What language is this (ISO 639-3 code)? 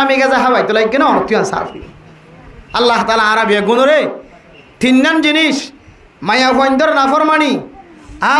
rhg